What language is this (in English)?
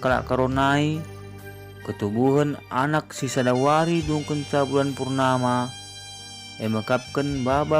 Batak Karo